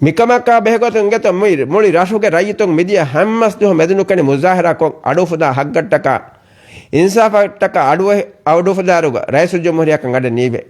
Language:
Divehi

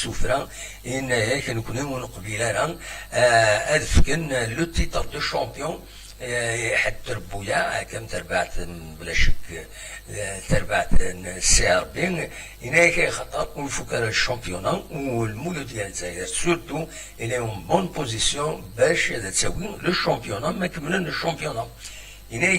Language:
Kabyle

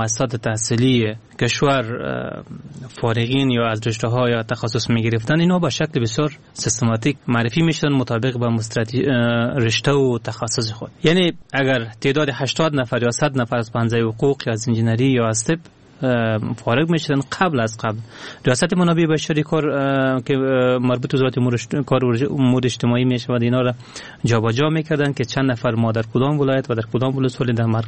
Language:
Persian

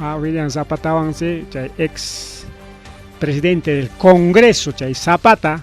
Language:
Ayacucho Quechua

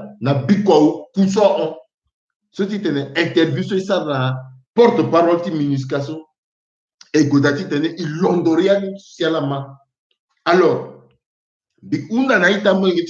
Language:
Sango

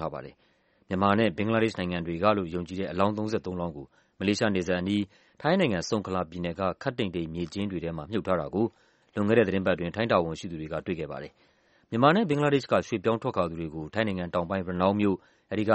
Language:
Burmese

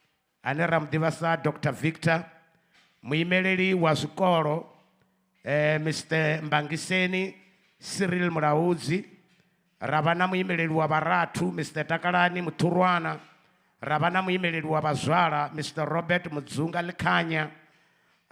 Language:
Venda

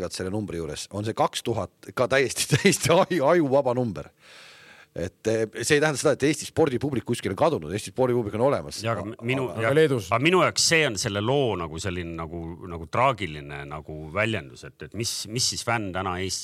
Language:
Estonian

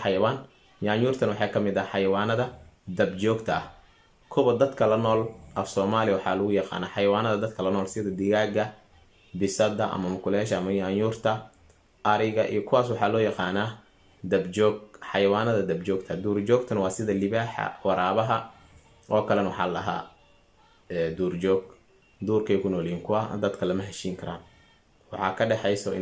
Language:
Somali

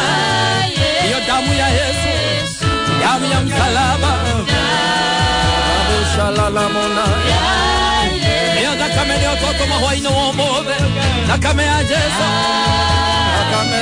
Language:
Kikuyu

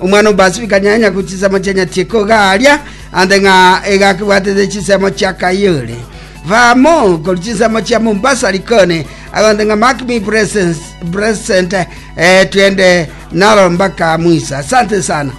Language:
Gusii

